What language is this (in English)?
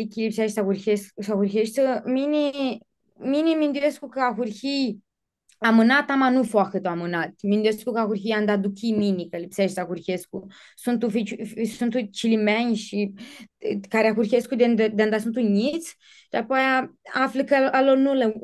Aromanian